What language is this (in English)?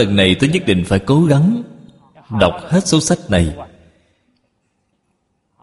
Vietnamese